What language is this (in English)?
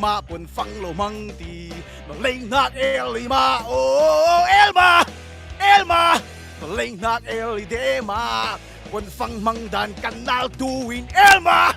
Falam Chin